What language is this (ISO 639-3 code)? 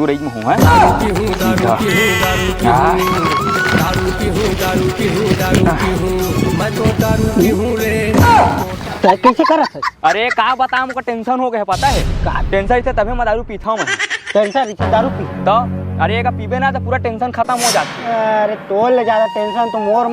hne